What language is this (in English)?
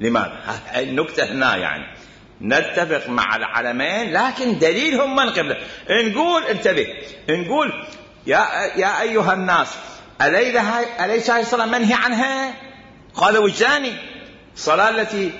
Mesopotamian Arabic